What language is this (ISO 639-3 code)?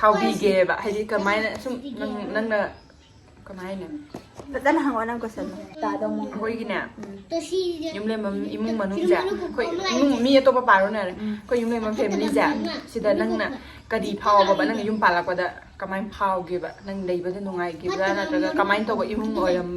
mni